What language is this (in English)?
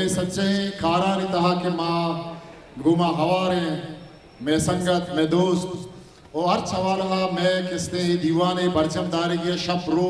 Eastern Balochi